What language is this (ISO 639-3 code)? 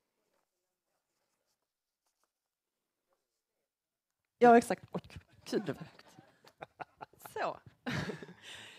swe